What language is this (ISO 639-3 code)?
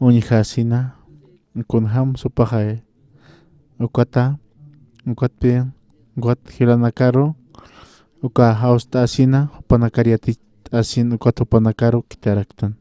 aym